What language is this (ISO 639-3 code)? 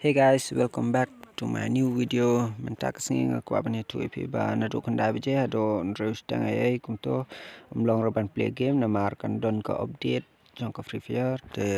kha